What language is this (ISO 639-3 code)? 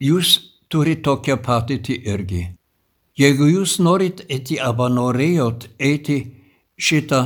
lit